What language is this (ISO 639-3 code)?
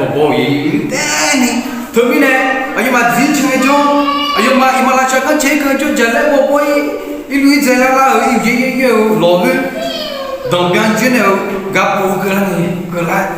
ahk